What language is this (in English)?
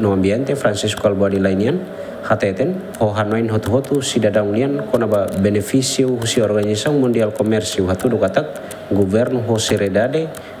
Tetum